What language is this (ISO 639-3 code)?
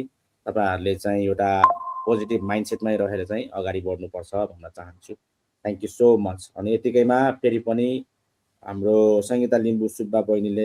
nep